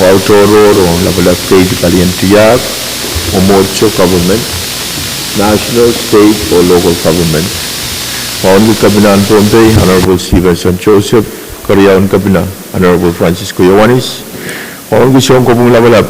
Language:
Pohnpeian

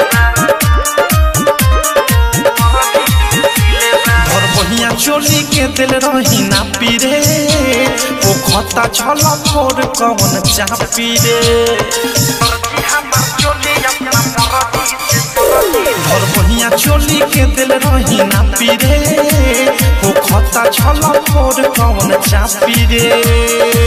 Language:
Bhojpuri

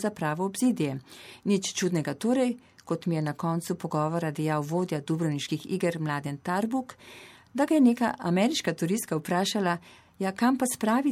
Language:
Slovenian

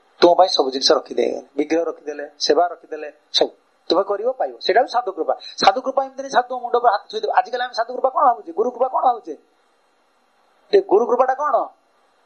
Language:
Odia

